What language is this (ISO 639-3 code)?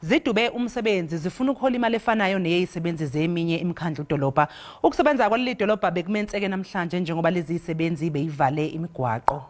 zul